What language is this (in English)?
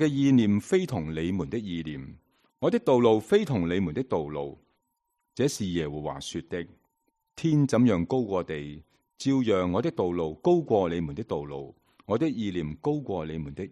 Cantonese